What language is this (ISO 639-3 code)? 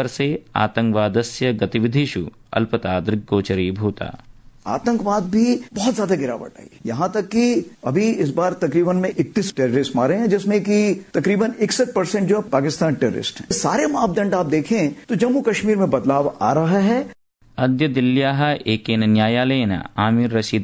san